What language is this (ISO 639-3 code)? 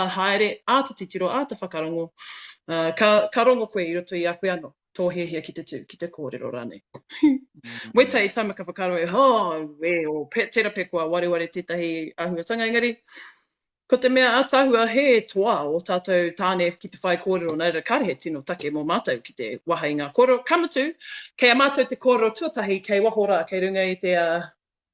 mri